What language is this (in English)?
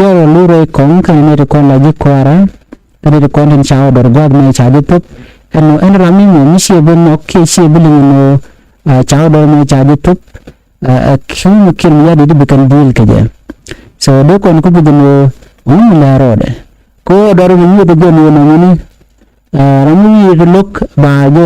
Nuer